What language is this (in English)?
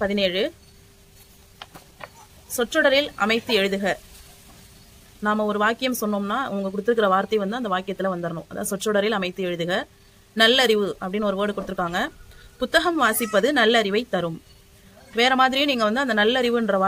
Tamil